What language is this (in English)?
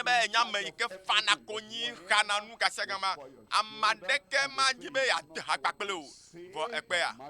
Ewe